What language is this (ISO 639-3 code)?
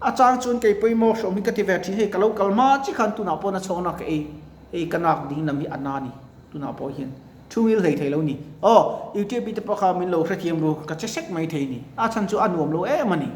lus